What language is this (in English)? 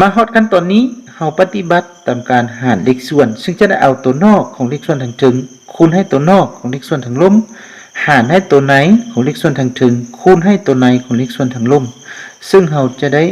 Lao